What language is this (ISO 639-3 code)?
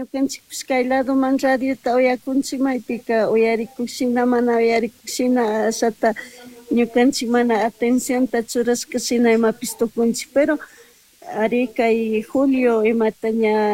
qug